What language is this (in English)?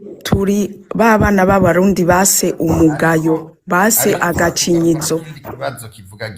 Rundi